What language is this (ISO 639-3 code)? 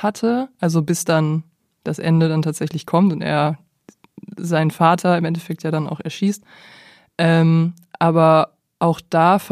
deu